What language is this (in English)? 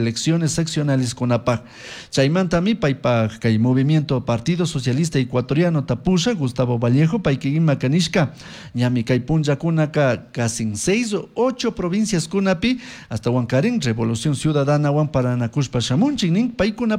Chimborazo Highland Quichua